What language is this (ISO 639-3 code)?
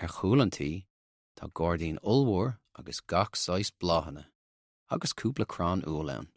gle